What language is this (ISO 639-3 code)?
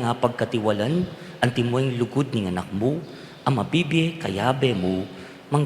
pam